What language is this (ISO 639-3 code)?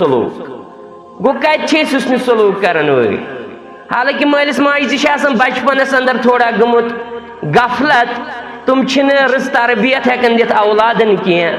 kas